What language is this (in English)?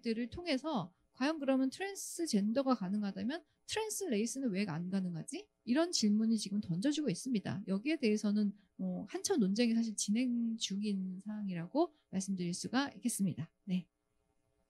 Korean